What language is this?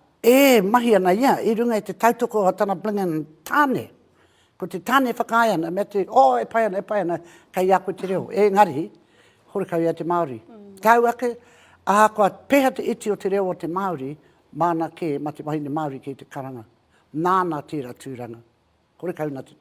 Māori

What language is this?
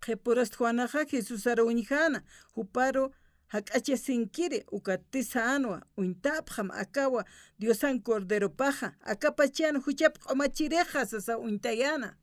Aymara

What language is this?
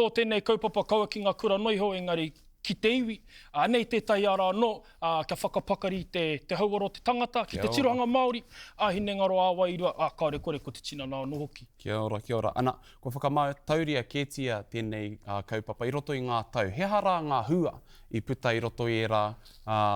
Māori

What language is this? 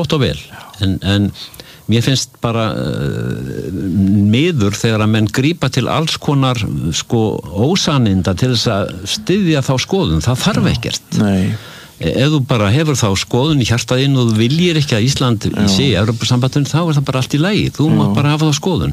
Icelandic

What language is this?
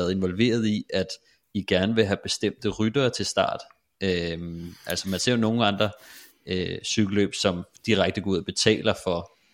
Danish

